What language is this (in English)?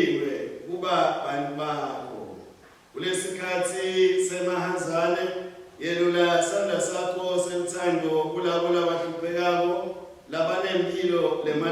Swati